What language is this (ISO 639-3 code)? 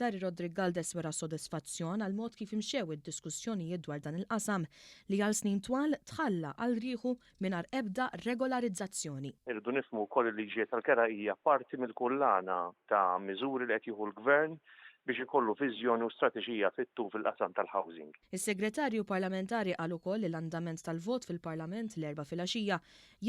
mlt